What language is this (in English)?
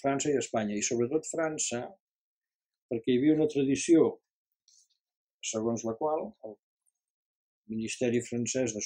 Catalan